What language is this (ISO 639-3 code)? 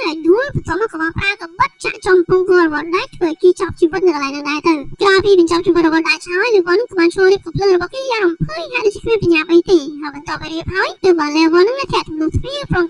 khm